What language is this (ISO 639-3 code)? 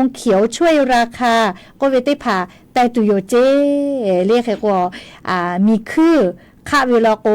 lhu